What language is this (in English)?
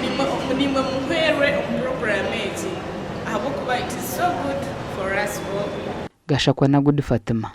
Nyankole